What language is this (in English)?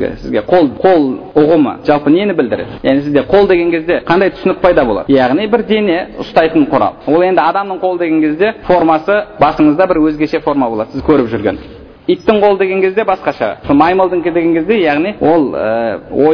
Kazakh